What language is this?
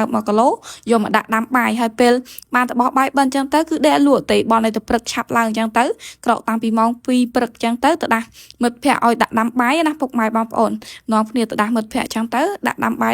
Khmer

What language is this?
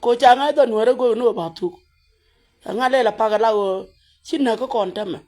Nuer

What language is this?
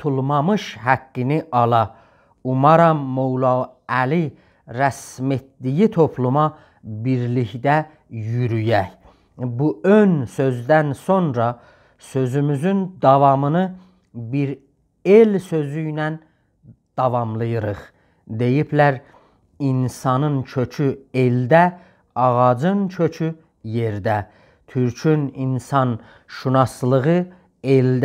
South Azerbaijani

